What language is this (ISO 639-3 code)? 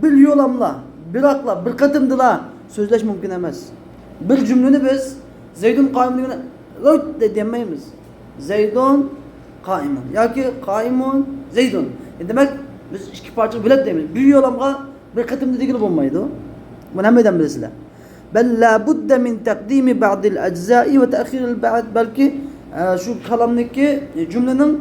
uig